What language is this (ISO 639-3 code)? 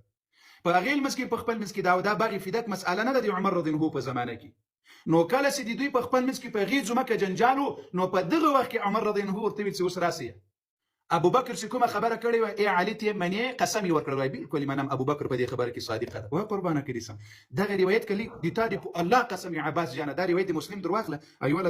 pus